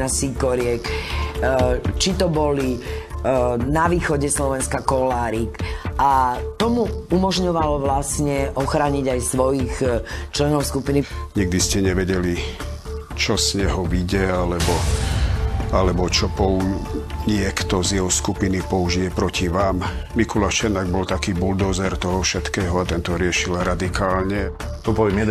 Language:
Slovak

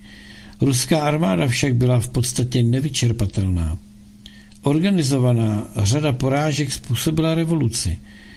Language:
Czech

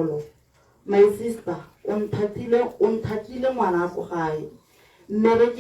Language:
Tswana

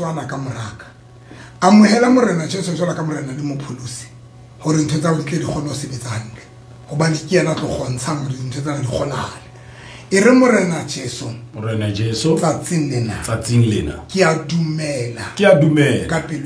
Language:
Southern Sotho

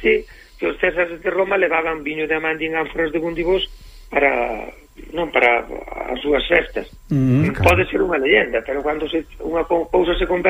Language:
Galician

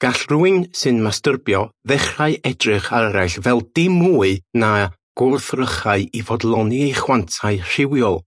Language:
Welsh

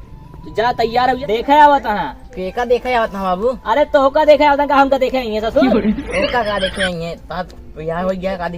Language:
Awadhi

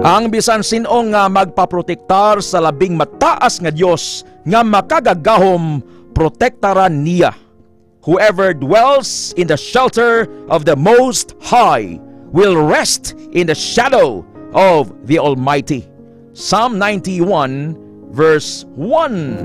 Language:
Hiligaynon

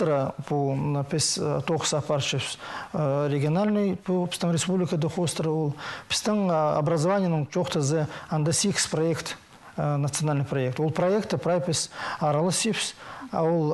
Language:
Khakas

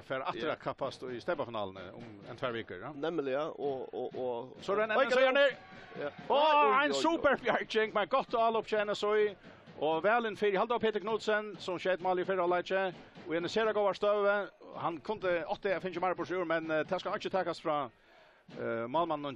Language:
Faroese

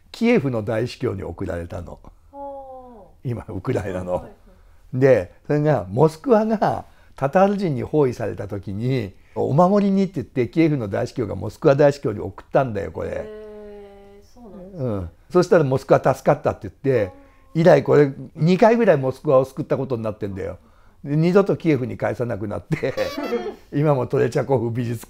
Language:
Japanese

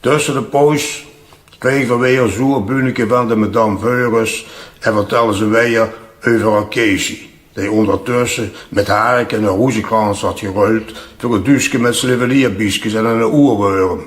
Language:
Limburgish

